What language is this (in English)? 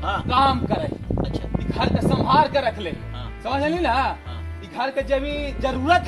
Magahi